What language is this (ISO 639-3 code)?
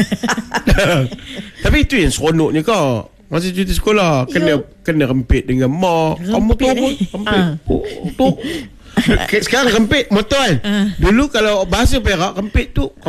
msa